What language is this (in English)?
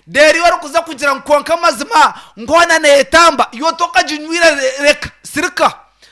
Nyankole